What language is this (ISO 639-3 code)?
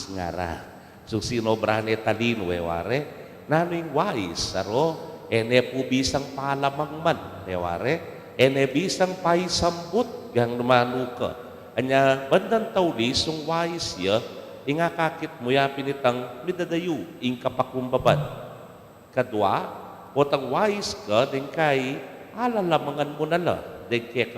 pam